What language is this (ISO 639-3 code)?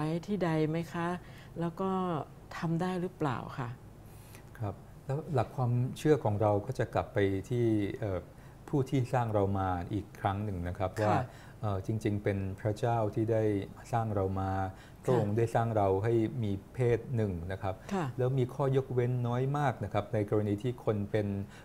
tha